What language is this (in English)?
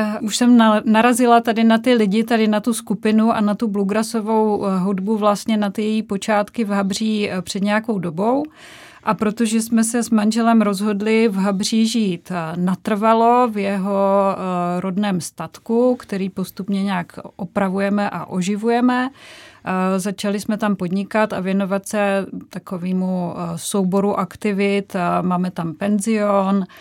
Czech